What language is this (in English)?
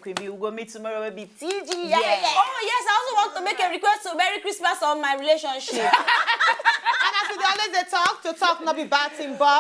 Nigerian Pidgin